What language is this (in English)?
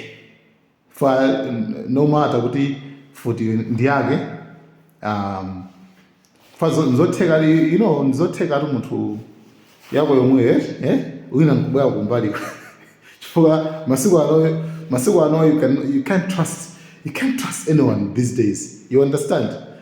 Nyanja